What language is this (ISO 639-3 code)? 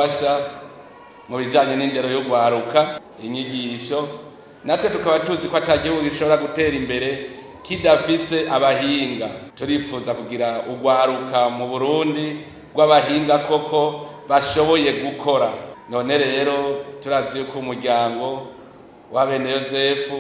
run